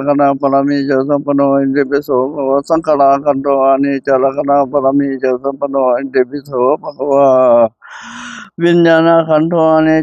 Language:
Pali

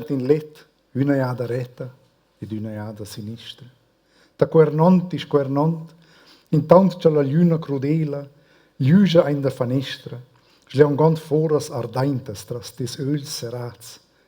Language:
Romansh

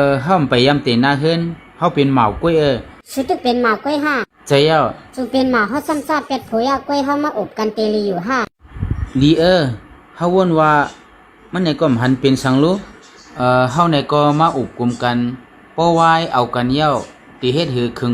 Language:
Shan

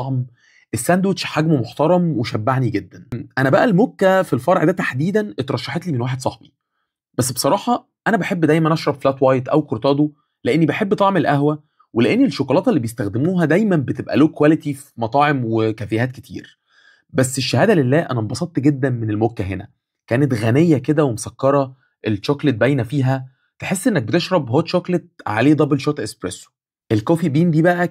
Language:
Egyptian Arabic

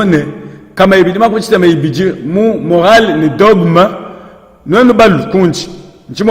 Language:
Luba-Lulua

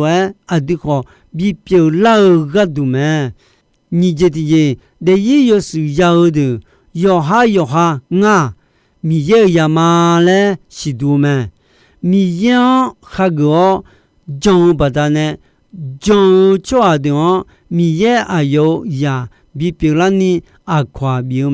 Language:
Akha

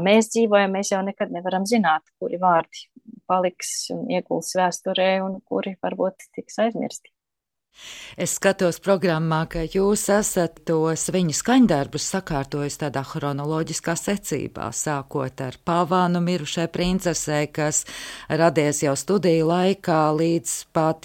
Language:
Latvian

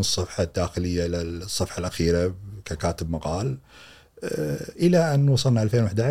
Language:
Gulf Arabic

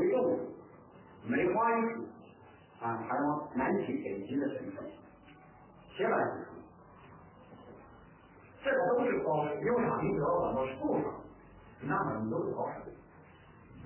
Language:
Chinese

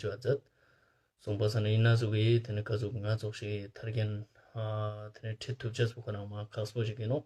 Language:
Ladakhi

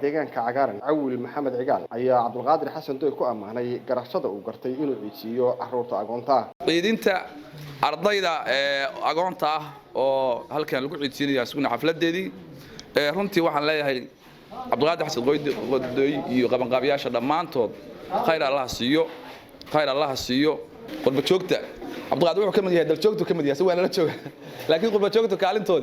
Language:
Somali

